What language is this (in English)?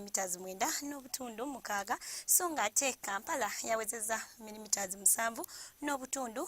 Ganda